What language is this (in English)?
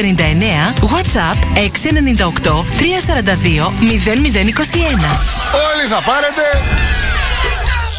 Greek